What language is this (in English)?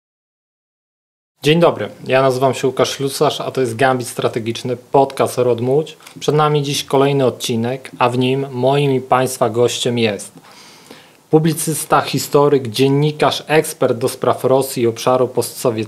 Polish